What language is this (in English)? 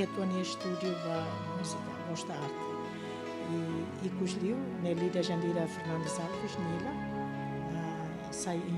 Tetum